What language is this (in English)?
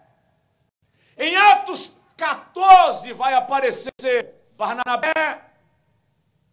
Portuguese